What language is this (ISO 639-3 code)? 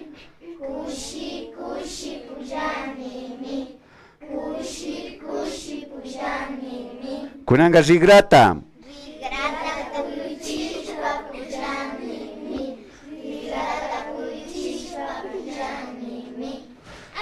qvi